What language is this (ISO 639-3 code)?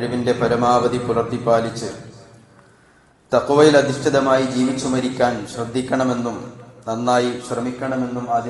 mal